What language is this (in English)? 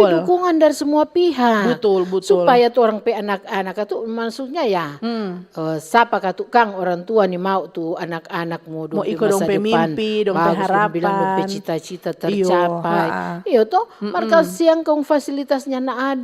Manado Malay